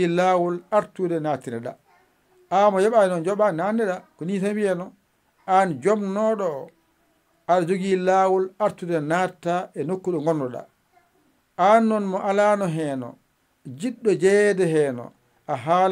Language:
Fula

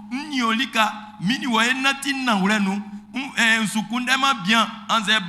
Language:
Baoulé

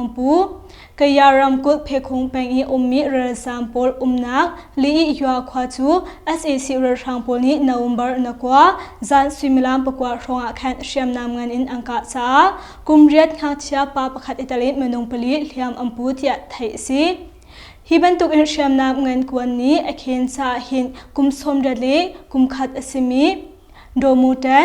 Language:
Hakha Chin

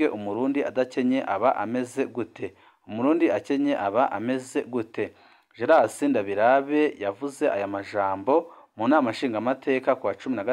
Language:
Rundi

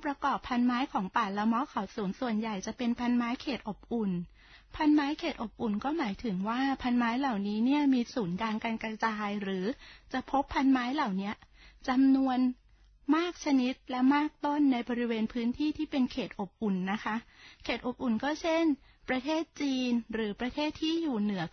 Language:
Thai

